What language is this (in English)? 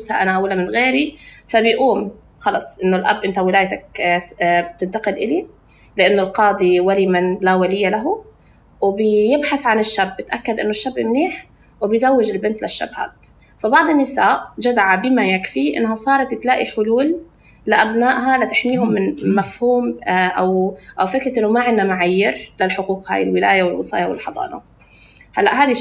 North Levantine Arabic